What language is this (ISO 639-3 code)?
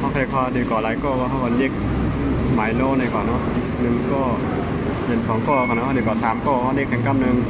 shn